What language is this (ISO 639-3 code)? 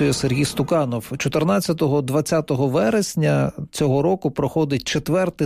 ukr